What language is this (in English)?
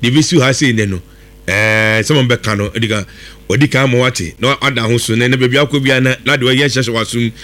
Akan